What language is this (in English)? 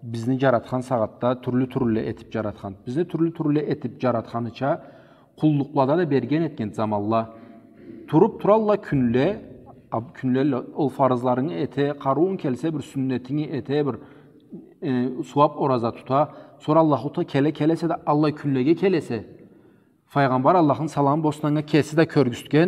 Karachay-Balkar